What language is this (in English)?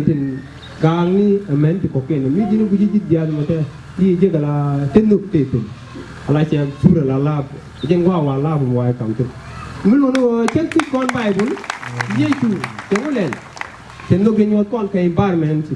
Nuer